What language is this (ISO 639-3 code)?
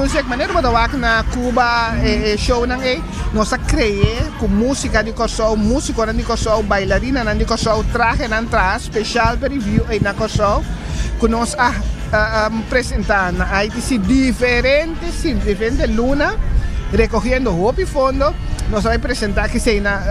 pap